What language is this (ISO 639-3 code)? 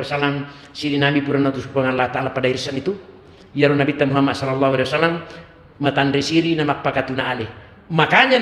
bug